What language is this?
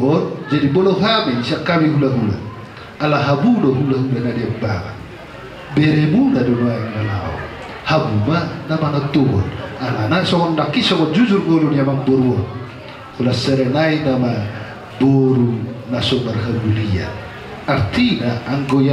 Batak Toba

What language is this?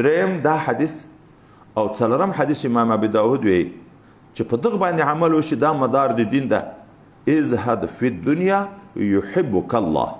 Pashto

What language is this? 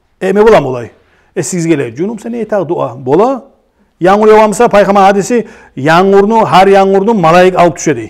Kumyk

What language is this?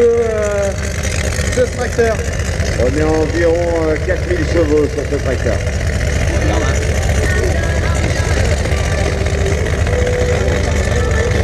French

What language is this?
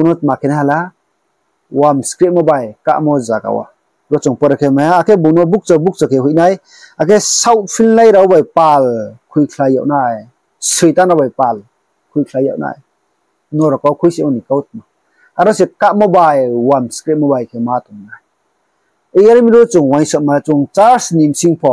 Riang (India)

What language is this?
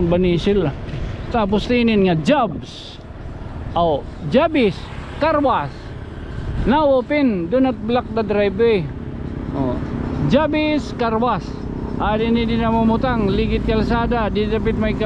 Waray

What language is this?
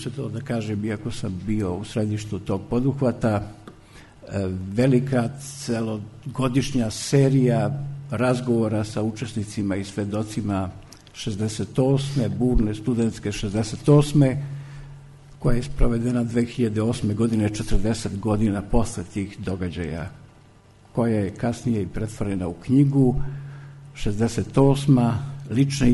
Serbian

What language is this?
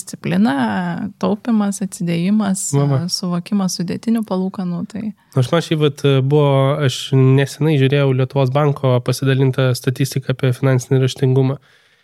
Lithuanian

